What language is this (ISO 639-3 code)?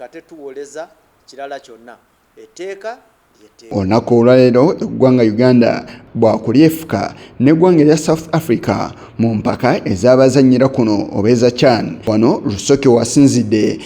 lug